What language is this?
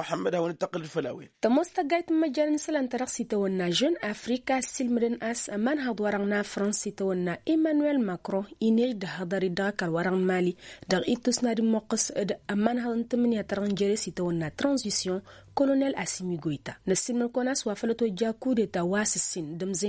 Tamasheq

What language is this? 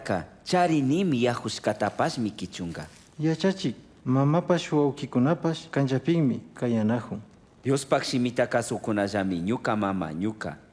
Chimborazo Highland Quichua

